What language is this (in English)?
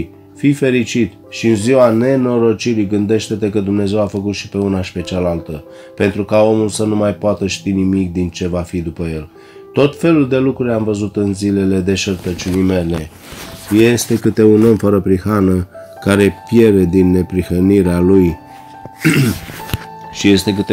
Romanian